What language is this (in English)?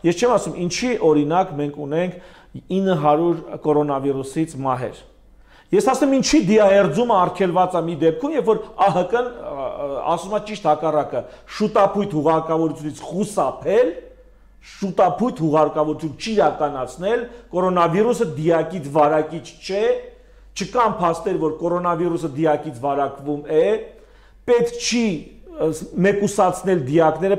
Armenian